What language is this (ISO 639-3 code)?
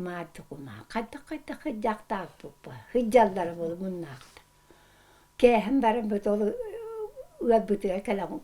sah